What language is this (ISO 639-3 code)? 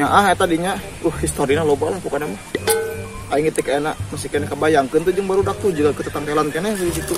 sun